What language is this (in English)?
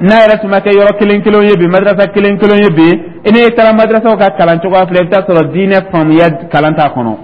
Dyula